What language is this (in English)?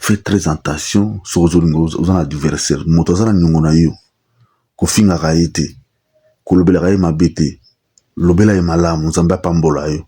Lingala